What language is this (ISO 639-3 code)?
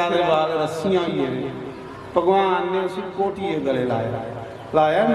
doi